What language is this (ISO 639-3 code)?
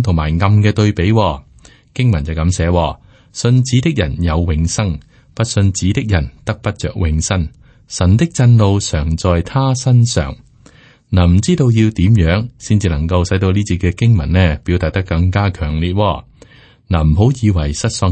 yue